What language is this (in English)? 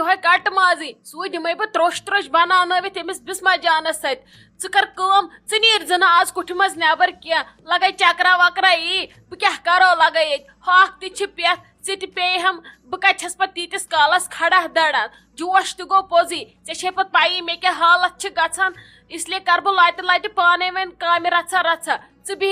Kashmiri